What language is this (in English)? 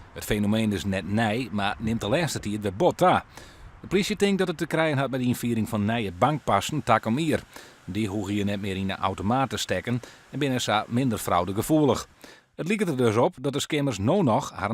Western Frisian